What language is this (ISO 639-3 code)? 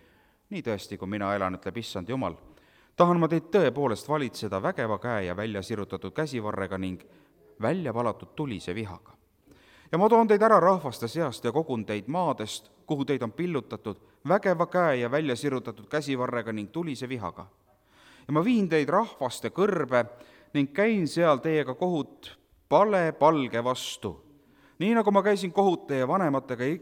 est